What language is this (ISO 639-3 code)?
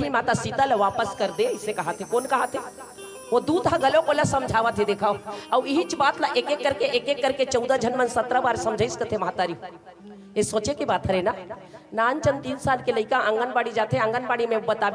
hne